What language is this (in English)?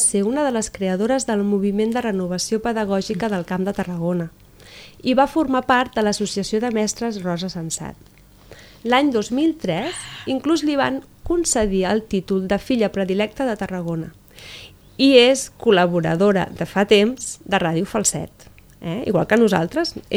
Catalan